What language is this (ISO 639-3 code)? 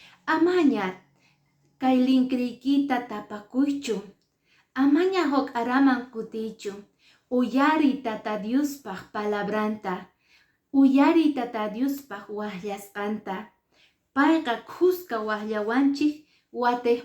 que